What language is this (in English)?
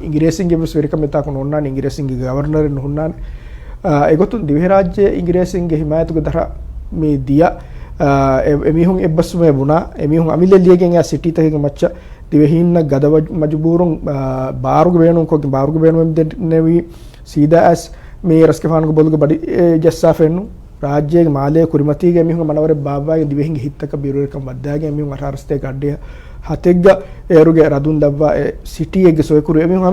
Divehi